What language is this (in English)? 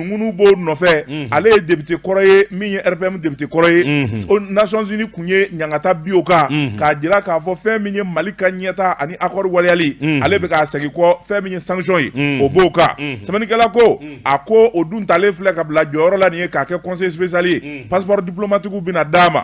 Bambara